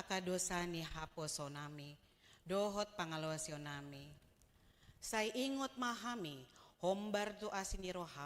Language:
Batak Toba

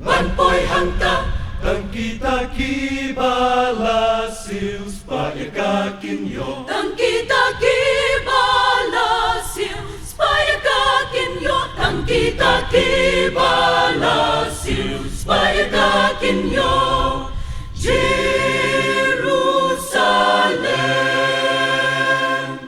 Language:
Khasi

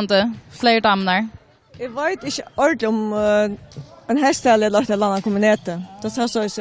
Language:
Faroese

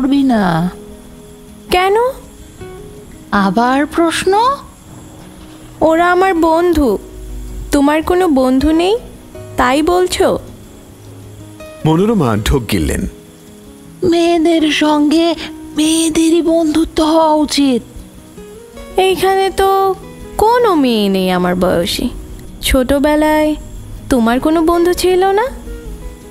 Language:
Bangla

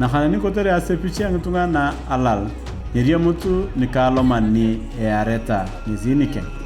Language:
Turkana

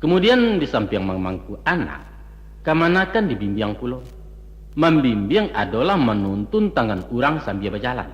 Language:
Minangkabau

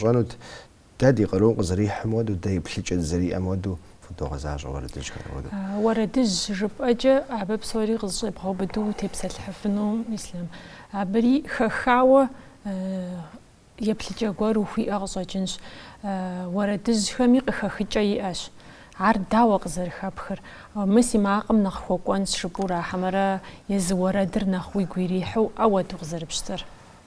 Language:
Kabardian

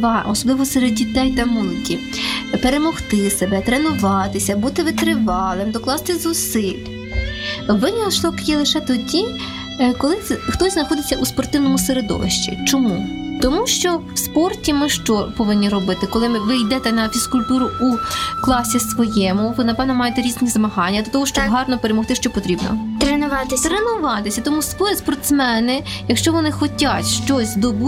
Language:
Ukrainian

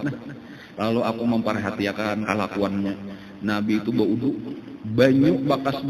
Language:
Banjar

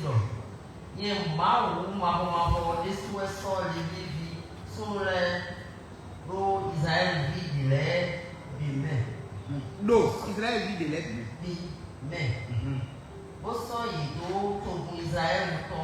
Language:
Fon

